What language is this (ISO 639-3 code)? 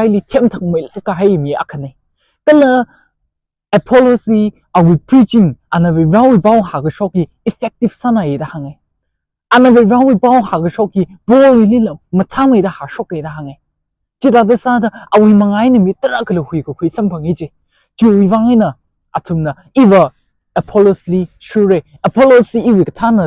nmf